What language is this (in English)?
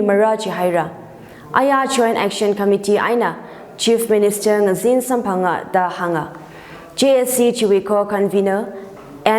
Tangkhul Naga (India)